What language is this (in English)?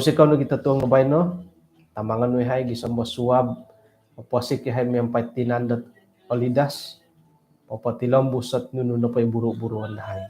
Central Dusun